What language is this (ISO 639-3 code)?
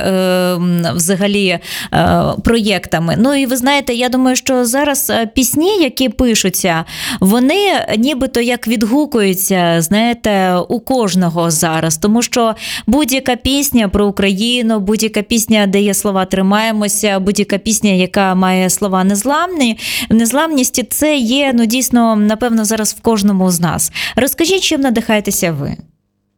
ukr